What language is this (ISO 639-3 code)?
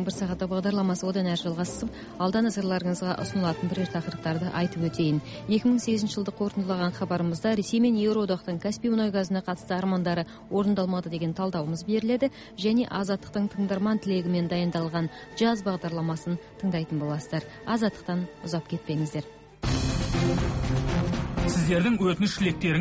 kaz